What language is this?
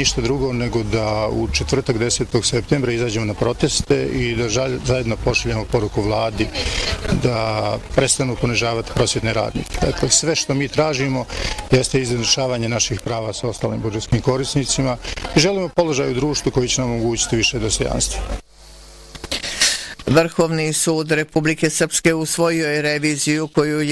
Bosnian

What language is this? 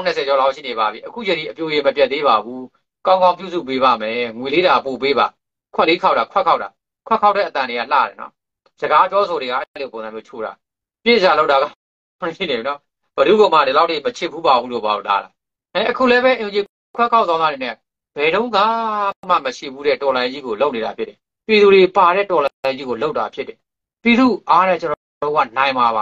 Burmese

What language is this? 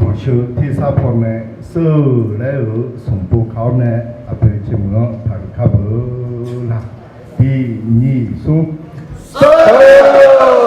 Akha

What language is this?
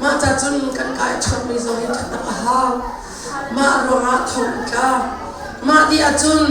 Hakha Chin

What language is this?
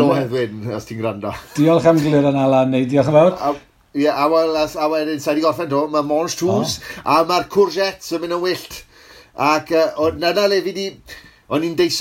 Welsh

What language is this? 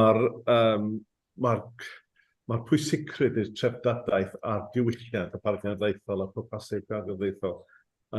Welsh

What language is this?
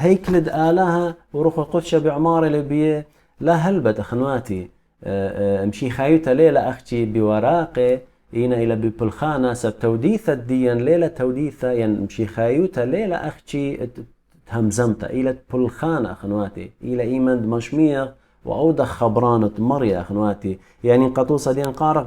Assyrian Neo-Aramaic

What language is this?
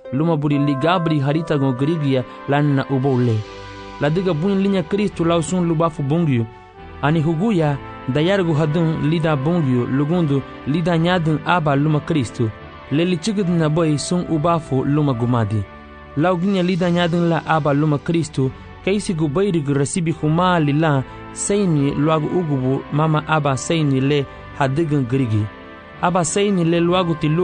Garifuna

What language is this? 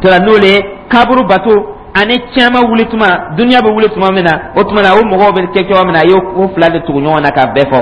Dyula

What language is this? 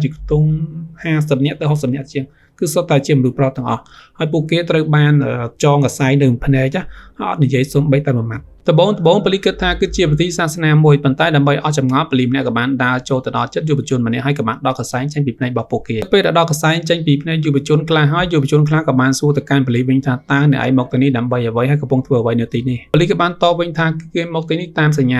Khmer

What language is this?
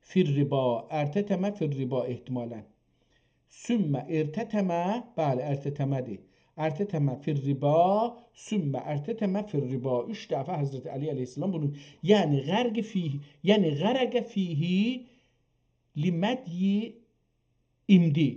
South Azerbaijani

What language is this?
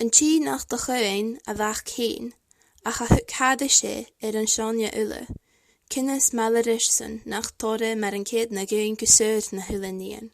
Scottish Gaelic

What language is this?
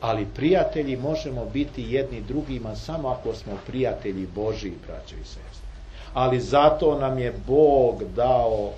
Serbian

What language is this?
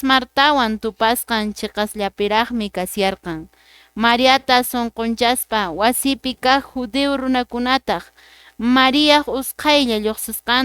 Quechua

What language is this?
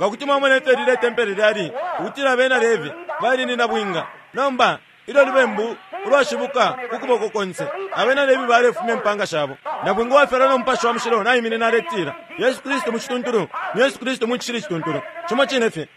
Bemba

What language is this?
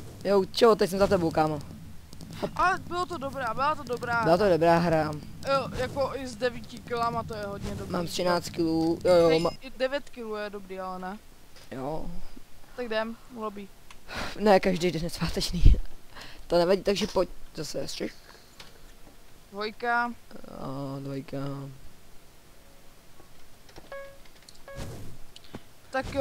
Czech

